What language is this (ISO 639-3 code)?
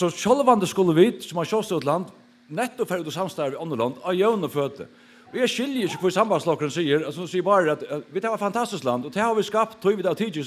fao